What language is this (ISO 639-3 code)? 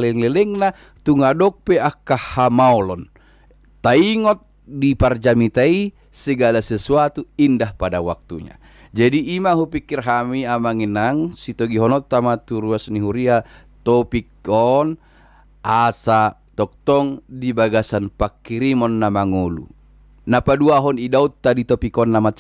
bbc